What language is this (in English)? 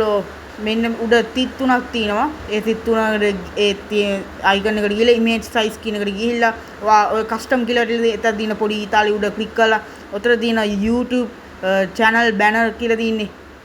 Sinhala